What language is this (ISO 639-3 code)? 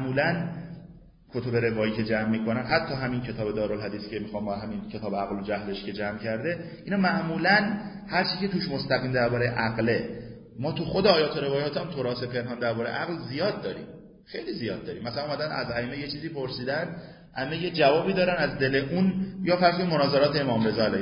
fas